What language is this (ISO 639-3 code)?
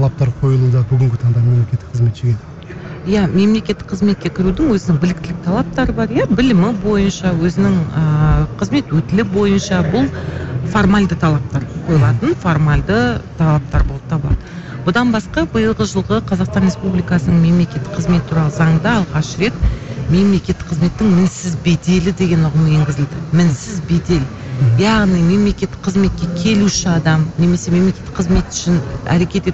kaz